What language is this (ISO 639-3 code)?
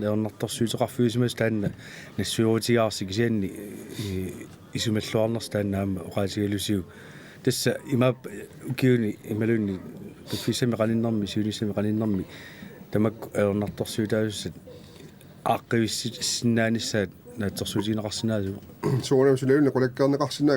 kal